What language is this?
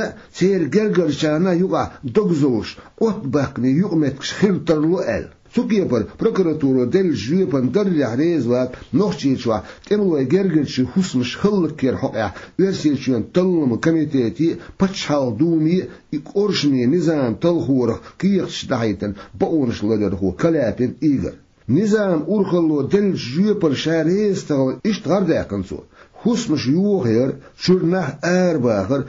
Chechen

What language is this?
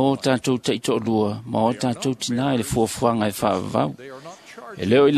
Samoan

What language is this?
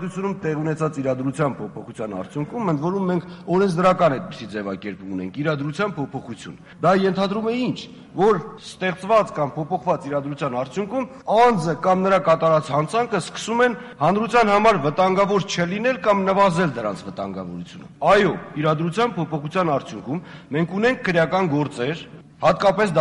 Armenian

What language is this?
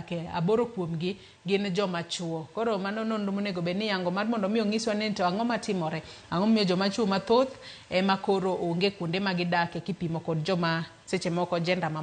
Luo (Kenya and Tanzania)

